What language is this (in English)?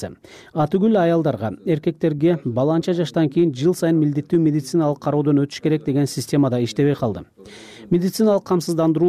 Kyrgyz